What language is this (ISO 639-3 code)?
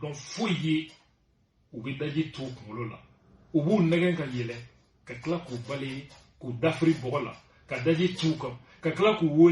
bam